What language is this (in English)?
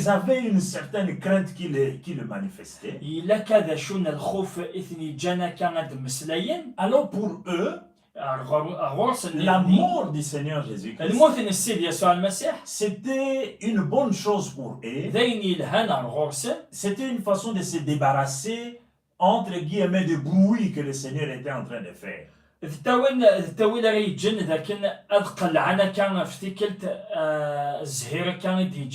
Kabyle